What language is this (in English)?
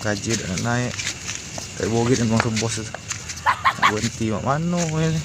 Musi